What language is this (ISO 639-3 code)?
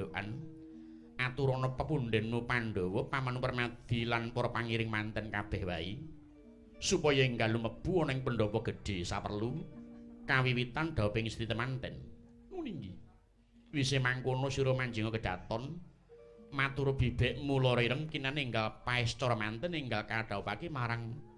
jav